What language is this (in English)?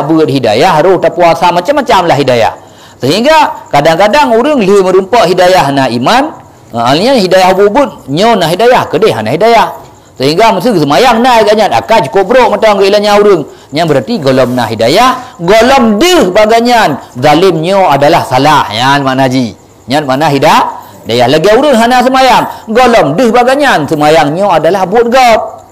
Achinese